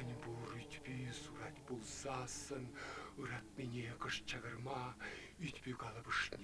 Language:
Chuvash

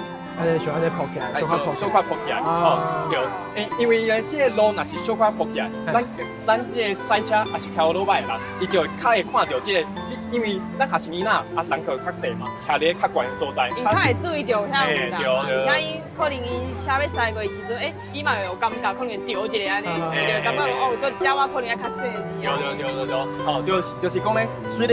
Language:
Min Nan Chinese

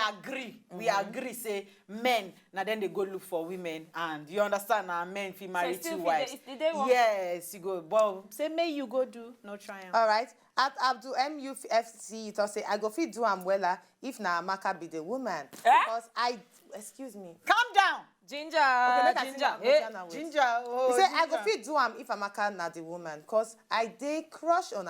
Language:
Nigerian Pidgin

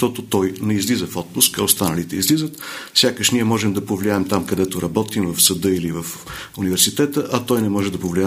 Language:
Bulgarian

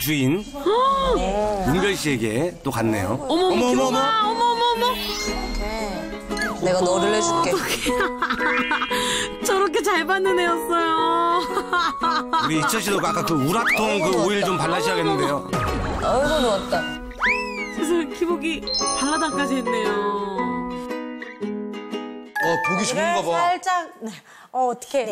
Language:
Korean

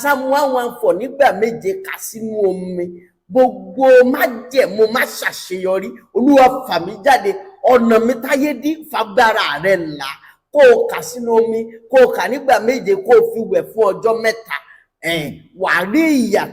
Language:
Yoruba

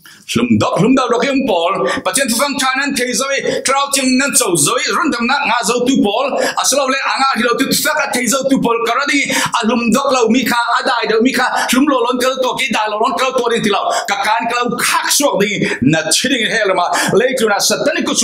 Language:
Falam Chin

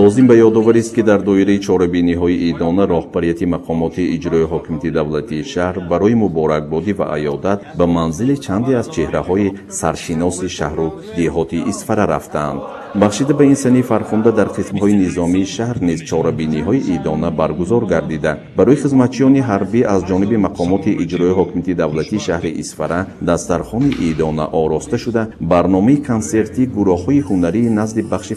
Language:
Tajik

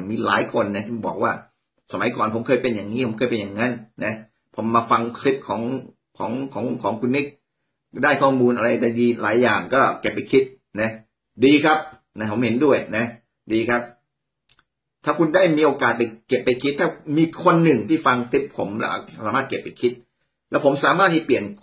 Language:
Thai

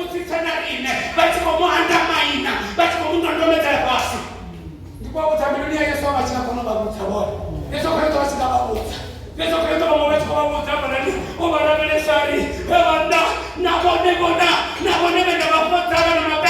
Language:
Venda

